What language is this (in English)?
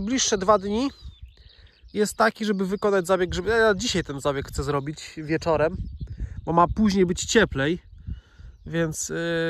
Polish